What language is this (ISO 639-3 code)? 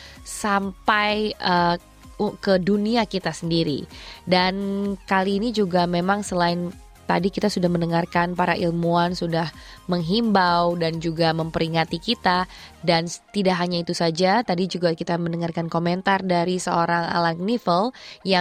ind